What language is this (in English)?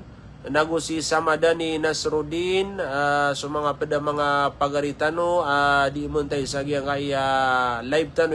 Maranao